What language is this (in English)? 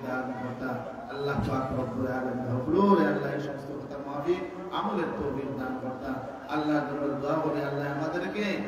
Sylheti